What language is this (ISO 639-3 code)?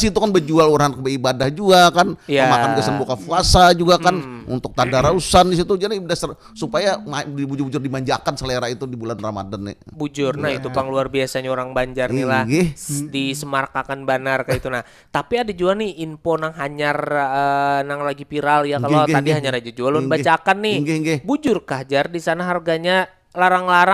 bjn